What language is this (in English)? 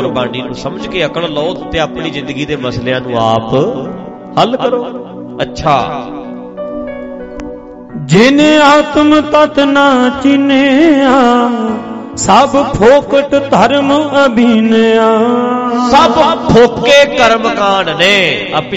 Punjabi